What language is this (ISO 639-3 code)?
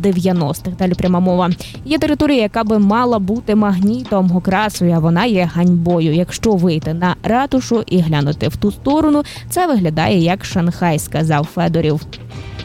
ukr